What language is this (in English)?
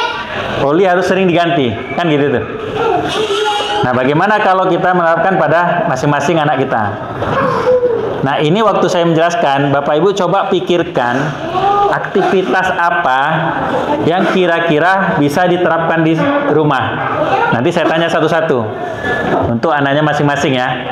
Indonesian